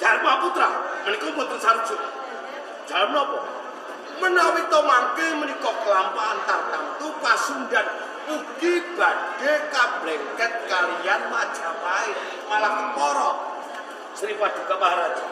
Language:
Javanese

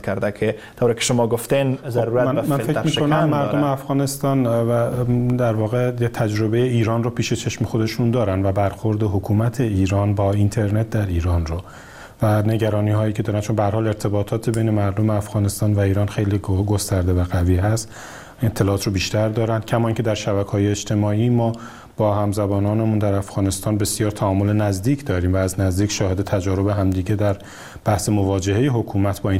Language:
Persian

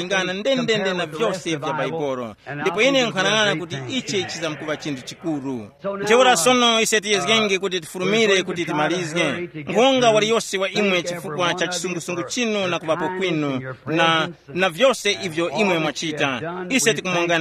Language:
Tumbuka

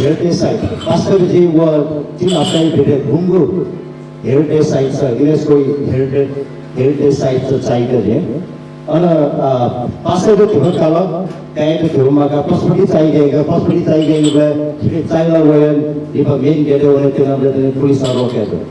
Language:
Newari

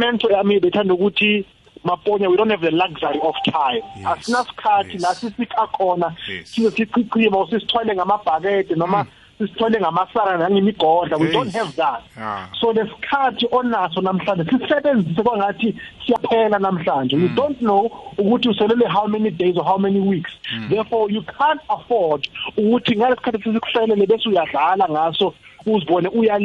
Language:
South Ndebele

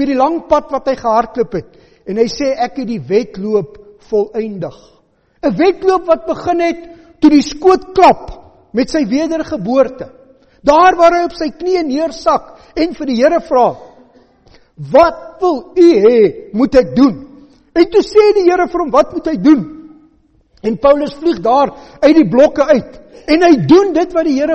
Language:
Afrikaans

